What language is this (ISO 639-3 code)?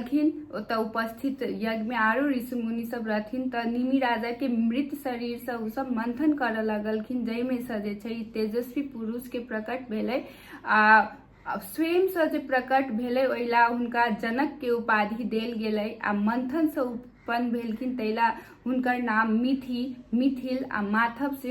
mai